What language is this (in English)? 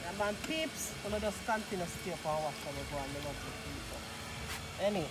Jamaican Creole English